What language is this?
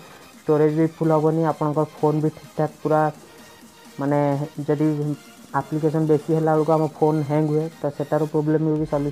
Odia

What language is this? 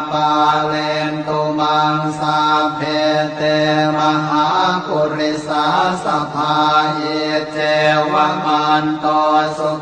Pali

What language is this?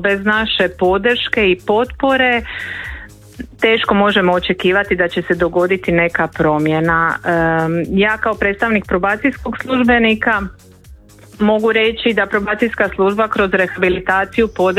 Croatian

